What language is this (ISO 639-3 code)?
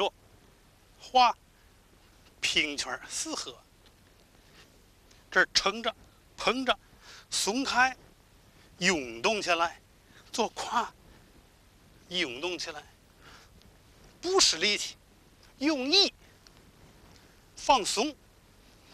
zho